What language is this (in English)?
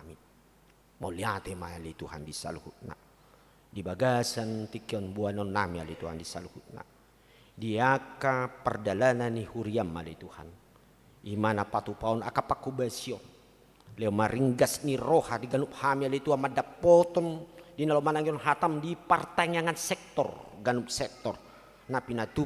Batak Toba